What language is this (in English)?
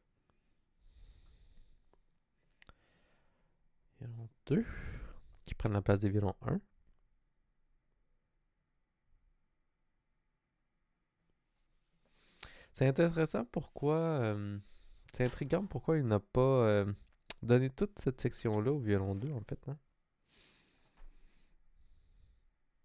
French